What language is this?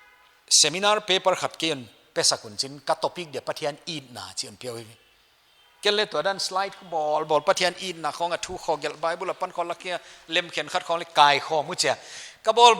Paite Chin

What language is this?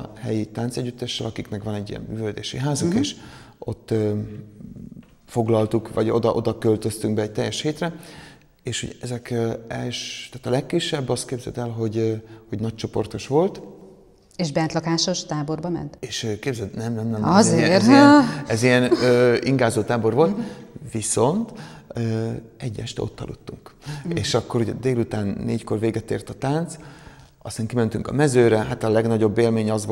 Hungarian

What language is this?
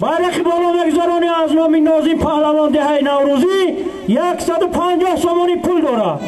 Tajik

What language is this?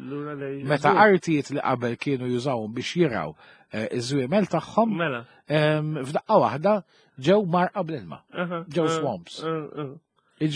Maltese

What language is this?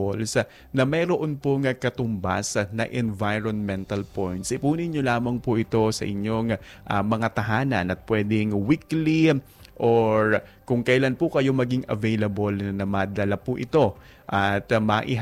Filipino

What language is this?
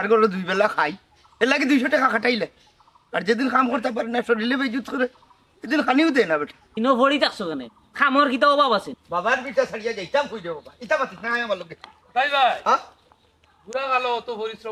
Sylheti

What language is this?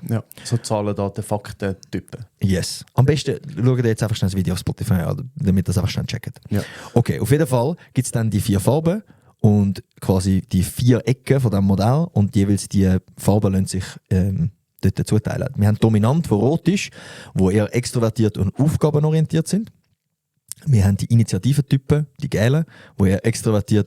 Swiss German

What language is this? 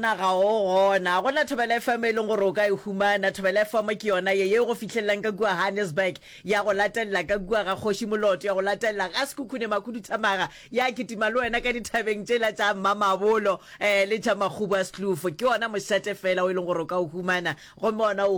Northern Sotho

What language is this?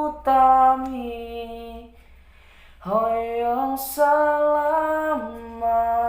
Sundanese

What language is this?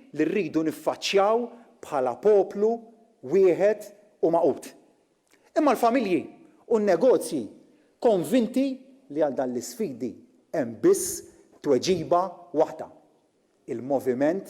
Maltese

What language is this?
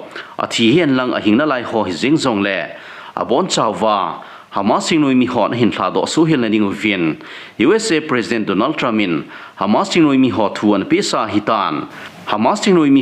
Thado Chin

